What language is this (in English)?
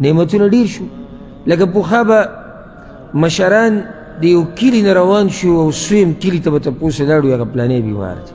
Pashto